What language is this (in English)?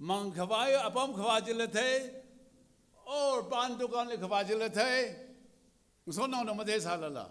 Tangkhul Naga (India)